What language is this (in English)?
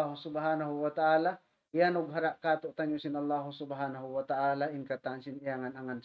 Tausug